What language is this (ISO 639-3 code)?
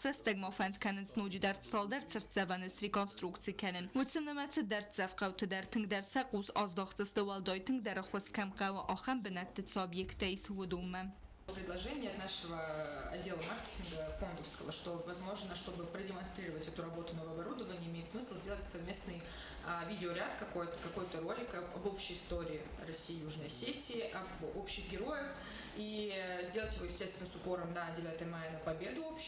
oss